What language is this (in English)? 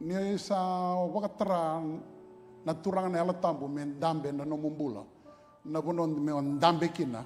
Fijian